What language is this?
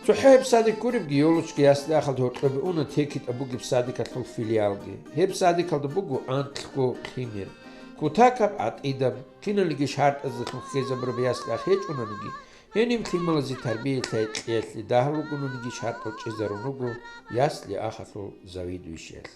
Avaric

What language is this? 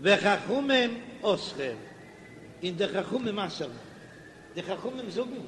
Yiddish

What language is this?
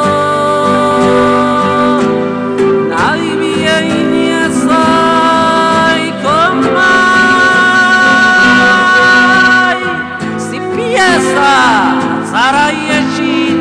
Basque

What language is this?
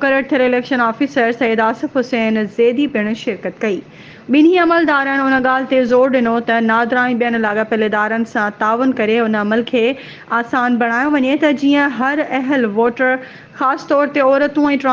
Sindhi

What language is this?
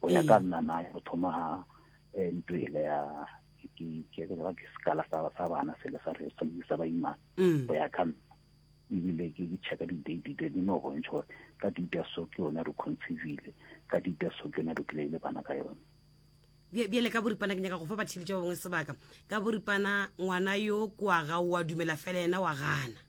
Northern Sotho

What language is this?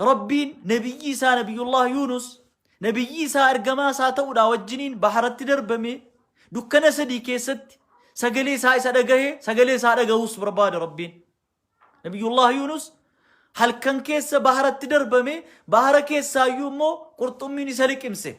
Oromo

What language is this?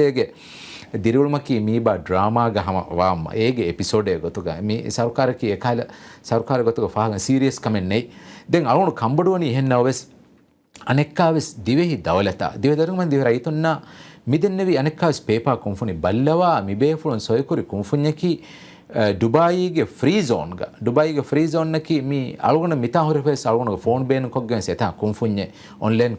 Divehi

